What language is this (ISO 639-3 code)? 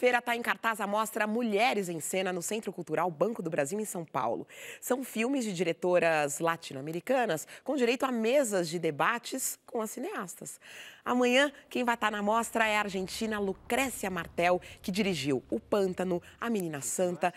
por